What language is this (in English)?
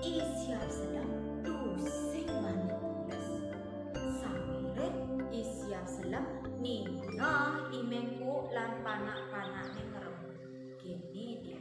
Balinese